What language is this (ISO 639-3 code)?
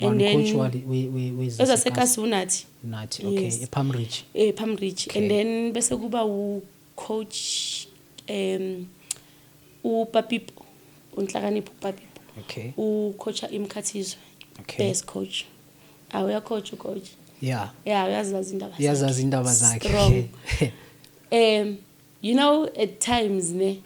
zul